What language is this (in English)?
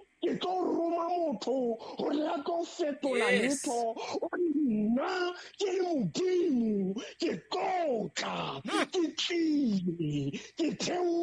Southern Sotho